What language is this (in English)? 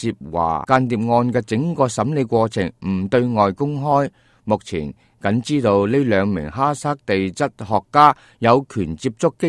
Cantonese